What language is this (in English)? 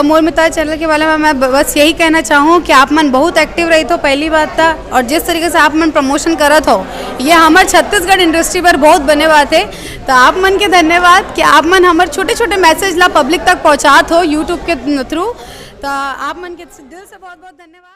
Chhattisgarhi